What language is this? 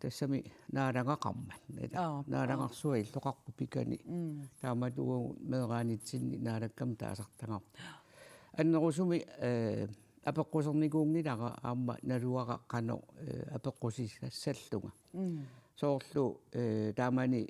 Kalaallisut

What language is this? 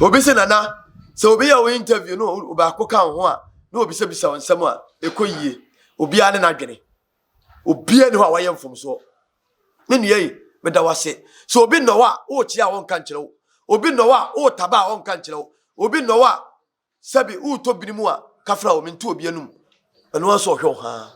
Akan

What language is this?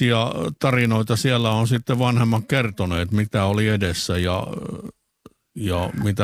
Finnish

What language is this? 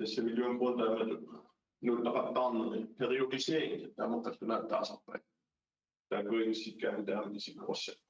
Kalaallisut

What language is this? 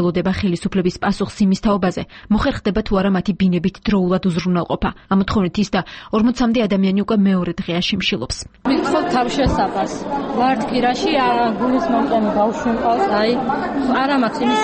Georgian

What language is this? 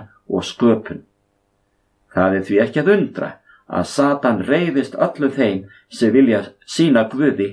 Icelandic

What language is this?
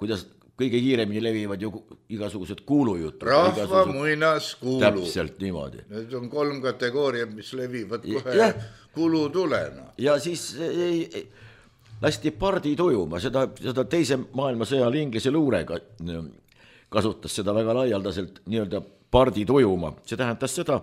Estonian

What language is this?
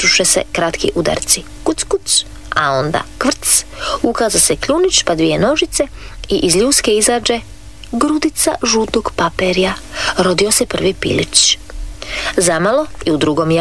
Croatian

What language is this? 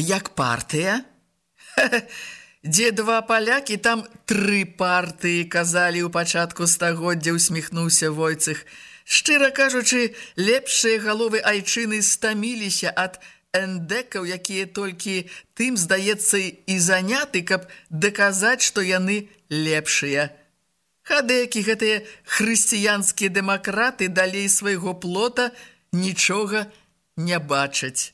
Belarusian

